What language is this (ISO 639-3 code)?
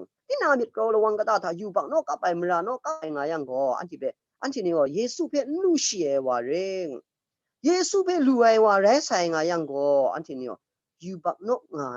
kac